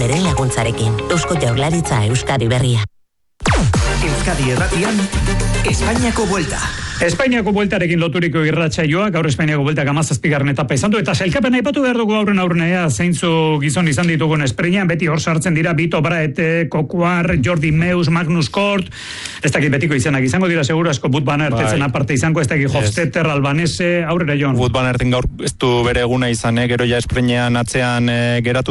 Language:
Basque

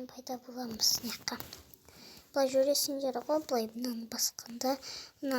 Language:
Kazakh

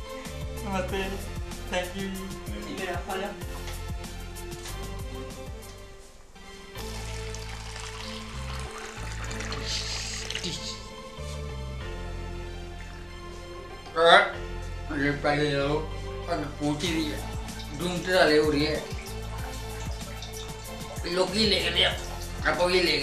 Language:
Punjabi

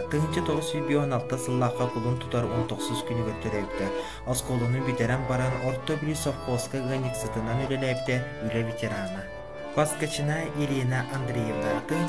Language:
Yakut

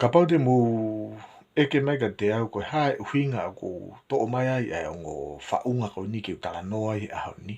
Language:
Tongan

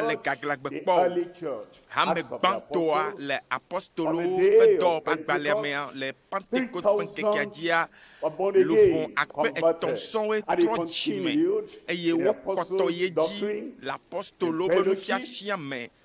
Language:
Ewe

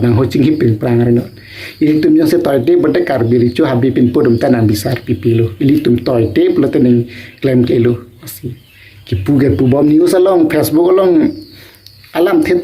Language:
Karbi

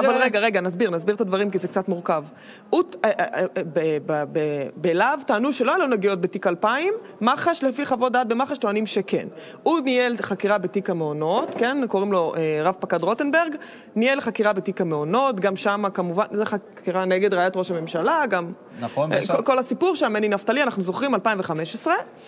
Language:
Hebrew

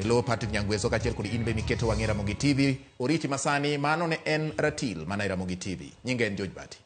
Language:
Luo (Kenya and Tanzania)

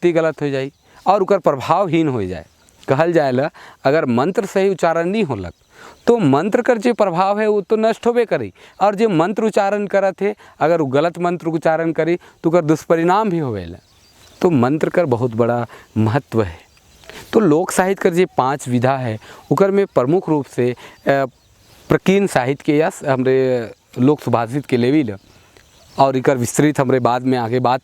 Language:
Sadri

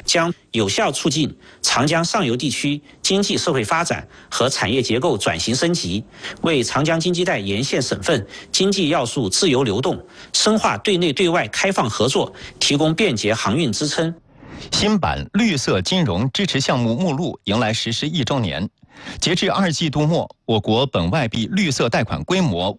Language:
Chinese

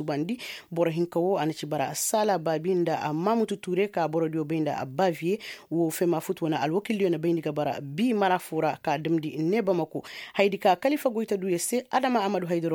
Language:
Koyraboro Senni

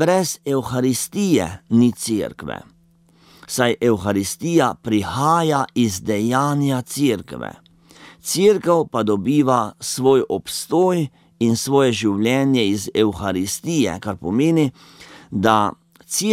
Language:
Slovenian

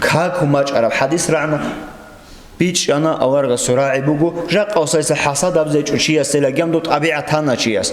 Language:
Avaric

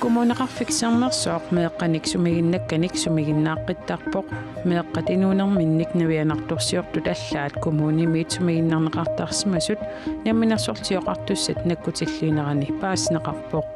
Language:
Kalaallisut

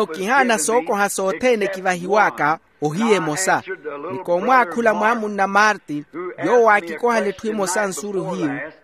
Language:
Makhuwa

